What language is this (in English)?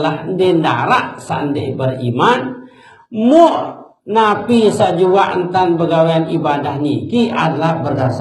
Sasak